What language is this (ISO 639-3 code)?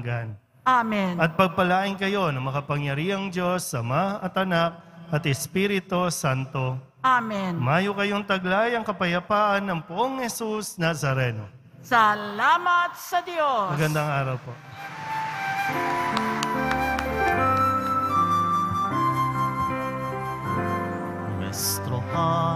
fil